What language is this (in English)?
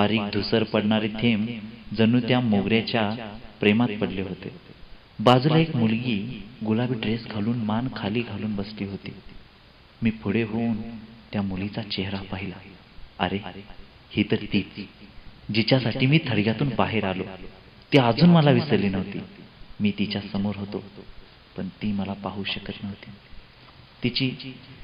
Marathi